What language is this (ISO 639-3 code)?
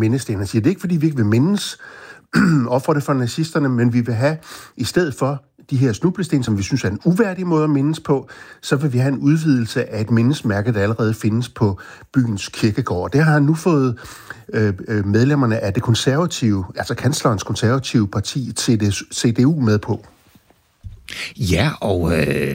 dan